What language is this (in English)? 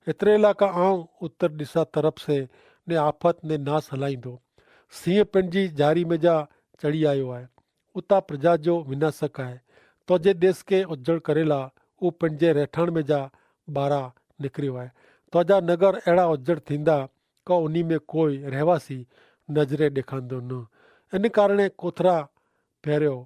Kachhi